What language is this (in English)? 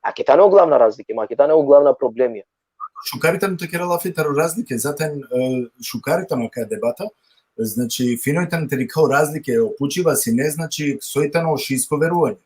Balkan Romani